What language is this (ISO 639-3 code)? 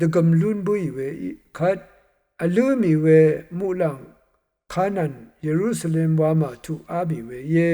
raw